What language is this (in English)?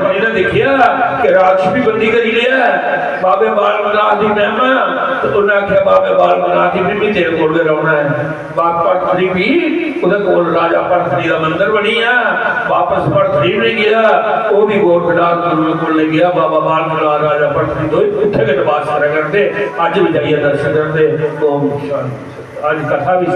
Dogri